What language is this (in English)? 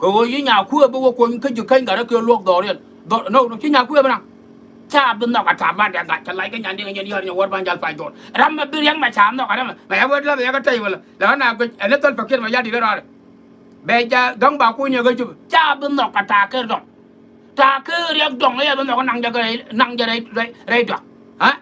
Nuer